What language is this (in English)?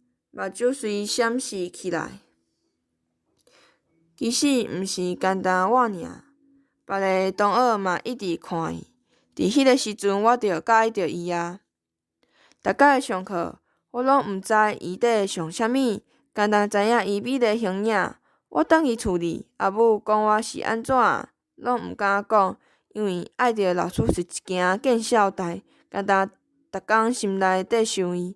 Min Nan Chinese